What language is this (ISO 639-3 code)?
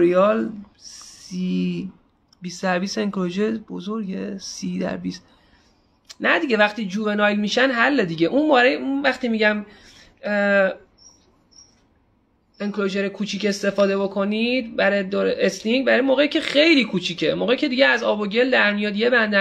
fas